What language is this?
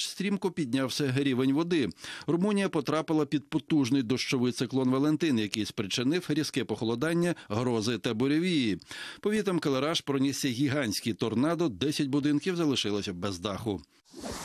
Ukrainian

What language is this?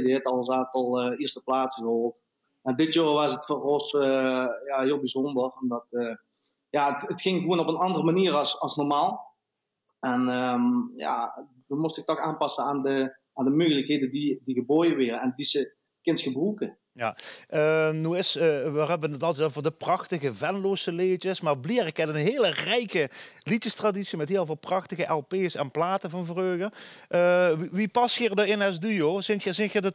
Limburgish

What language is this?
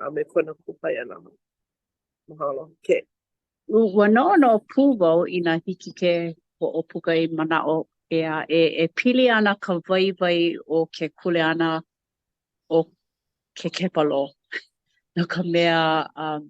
Hawaiian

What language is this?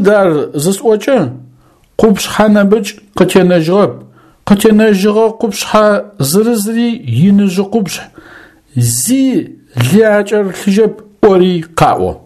Adyghe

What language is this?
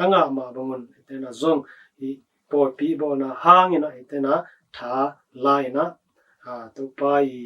Tedim Chin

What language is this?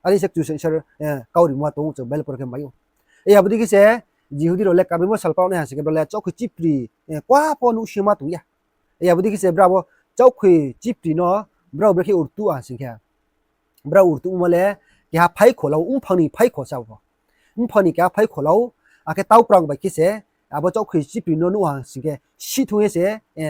Riang (India)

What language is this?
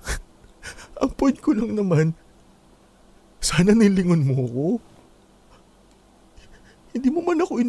Filipino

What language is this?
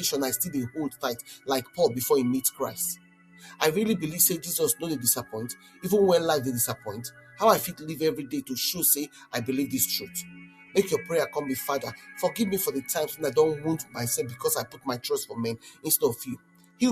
Nigerian Pidgin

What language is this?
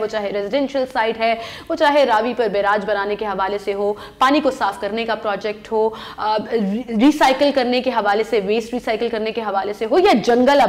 Urdu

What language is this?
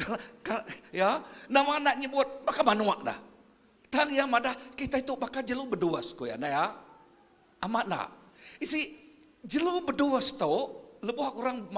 Iban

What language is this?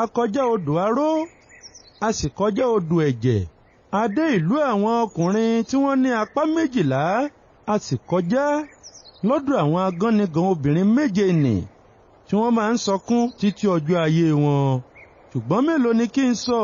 Yoruba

